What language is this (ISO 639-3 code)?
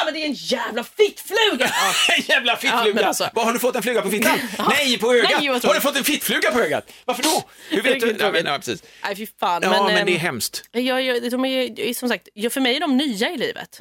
swe